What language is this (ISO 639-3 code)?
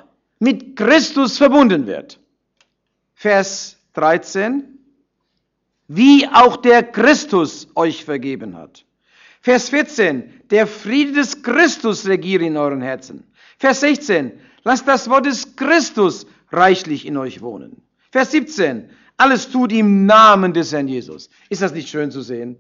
deu